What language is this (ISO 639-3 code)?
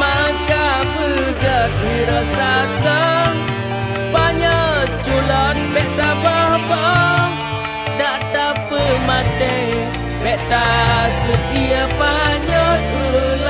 ace